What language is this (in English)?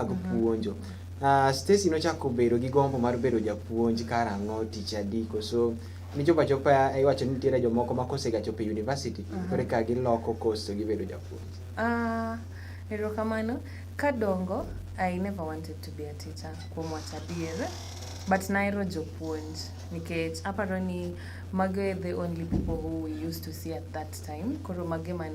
Luo (Kenya and Tanzania)